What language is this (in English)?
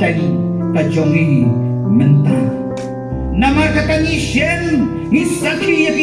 Khasi